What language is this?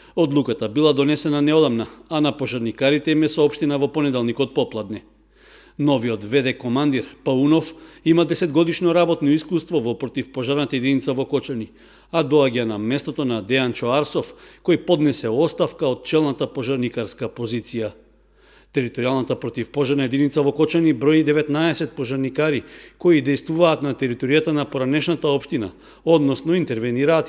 Macedonian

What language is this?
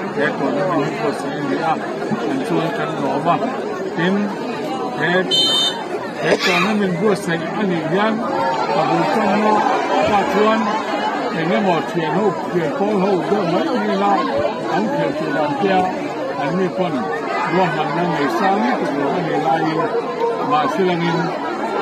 Mizo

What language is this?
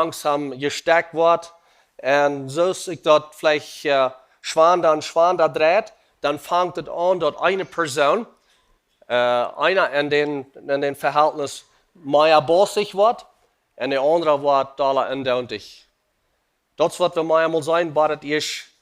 Plautdietsch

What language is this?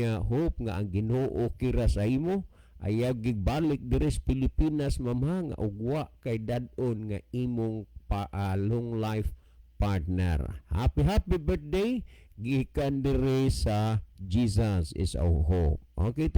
Cebuano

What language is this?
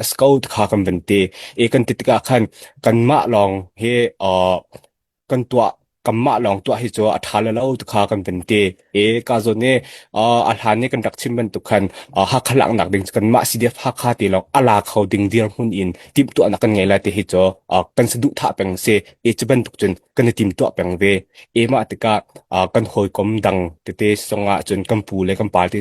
Hakha Chin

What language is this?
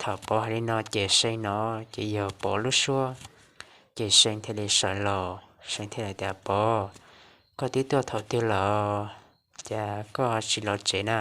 Hmong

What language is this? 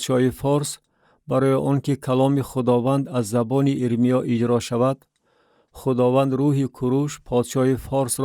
Tajik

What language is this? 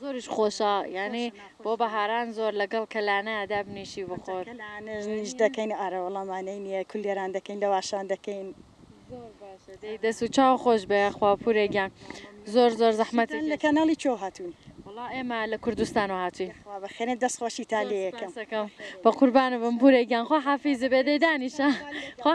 Central Kurdish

